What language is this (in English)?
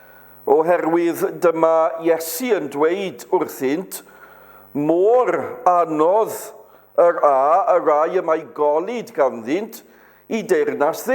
Welsh